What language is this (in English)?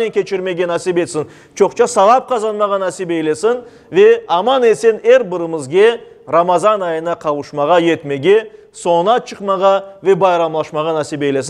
Crimean Tatar